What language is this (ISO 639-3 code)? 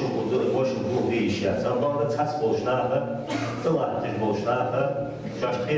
inh